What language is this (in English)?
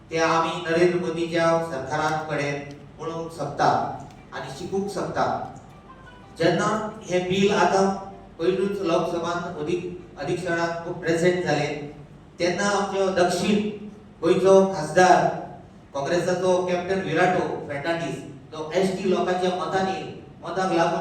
Konkani